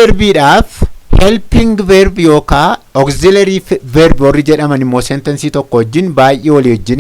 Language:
Oromo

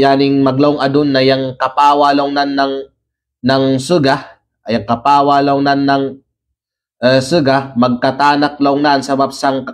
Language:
Kalagan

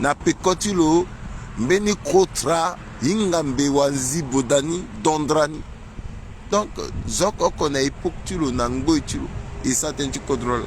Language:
Sango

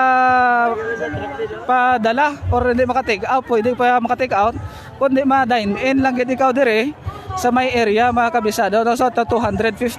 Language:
Hiligaynon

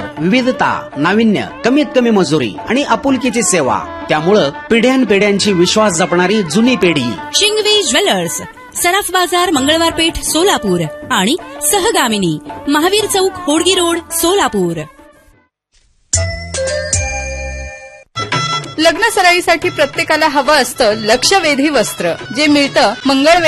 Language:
Marathi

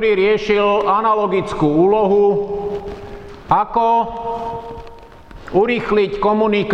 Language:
Slovak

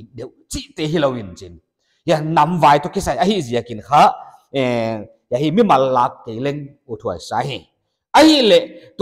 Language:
Paite Chin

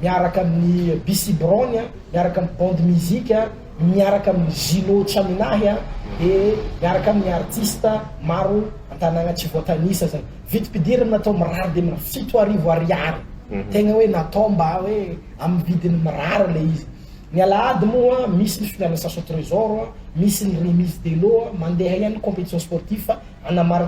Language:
Malagasy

